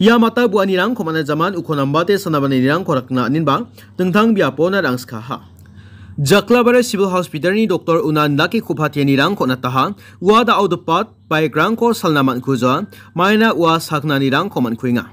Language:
Garo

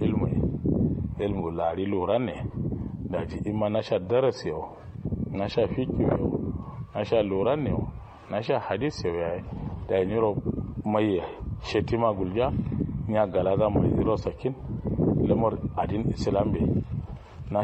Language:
Kanuri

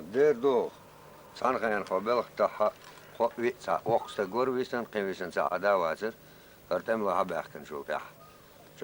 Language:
Chechen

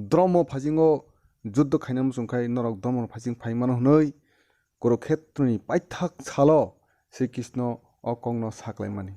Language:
Kok Borok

